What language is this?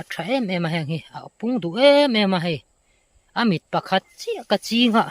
Mizo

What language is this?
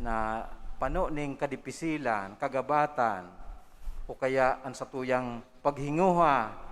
Bikol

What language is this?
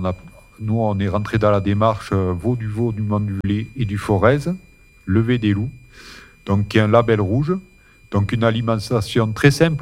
French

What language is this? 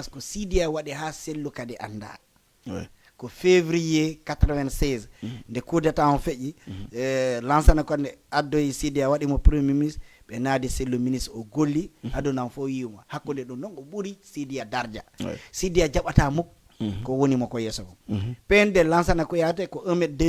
Fula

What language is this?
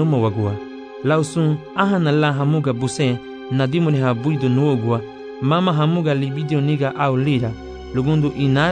Garifuna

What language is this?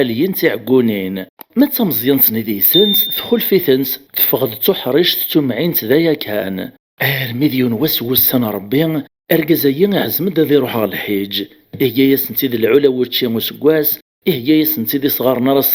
Kabyle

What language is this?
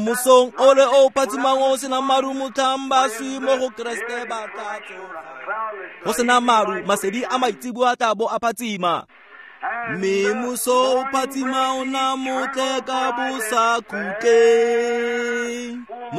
Tswana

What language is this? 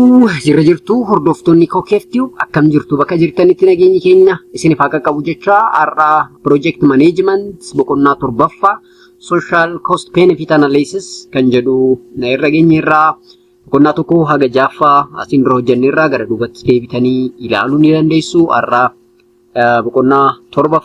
Oromo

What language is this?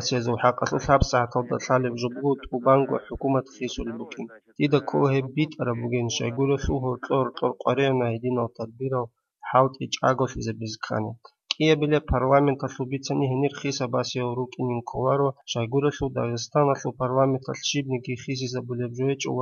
Avaric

